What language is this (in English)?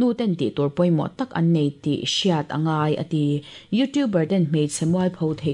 Mizo